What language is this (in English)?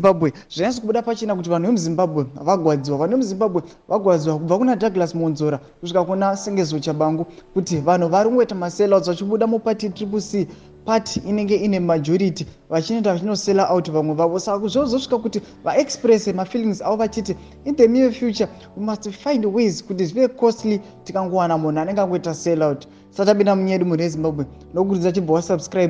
Shona